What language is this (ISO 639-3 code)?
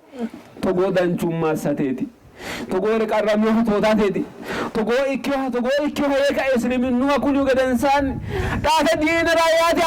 sid